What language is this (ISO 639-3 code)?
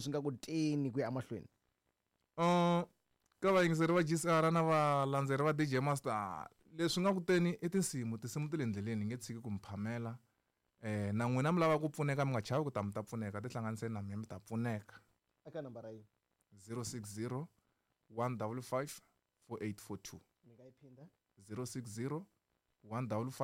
tso